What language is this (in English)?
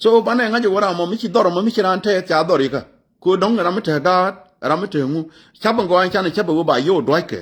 Nuer